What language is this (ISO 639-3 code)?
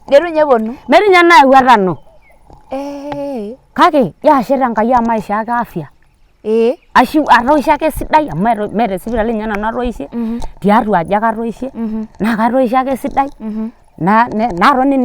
mas